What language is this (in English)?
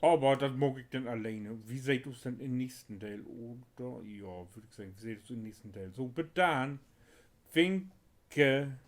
Low German